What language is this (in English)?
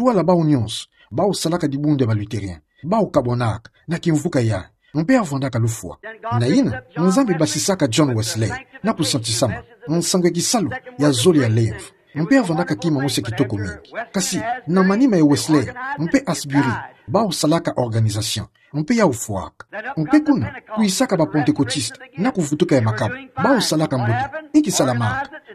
Kituba (Democratic Republic of Congo)